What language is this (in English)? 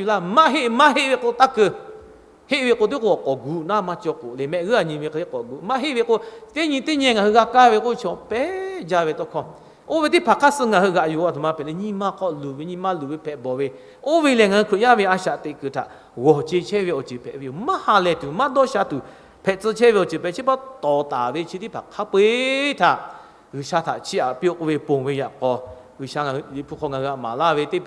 Lahu